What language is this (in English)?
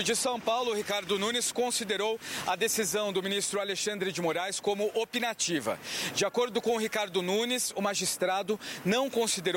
Portuguese